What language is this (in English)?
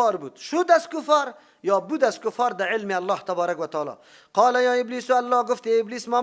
Persian